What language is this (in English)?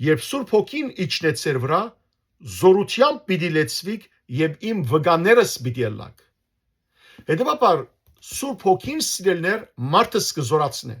Western Armenian